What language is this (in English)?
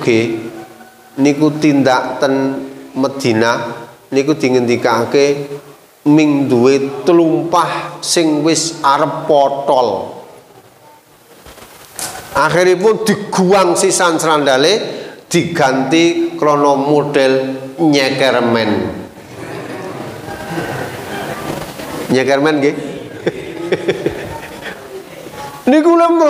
Javanese